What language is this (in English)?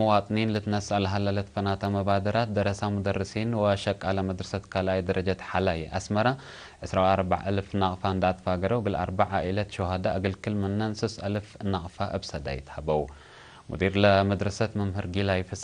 Tigre